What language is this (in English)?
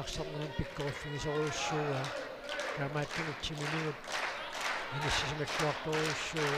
Kalaallisut